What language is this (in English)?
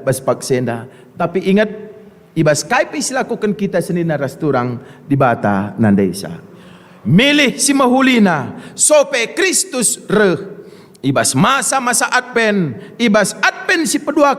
Batak Karo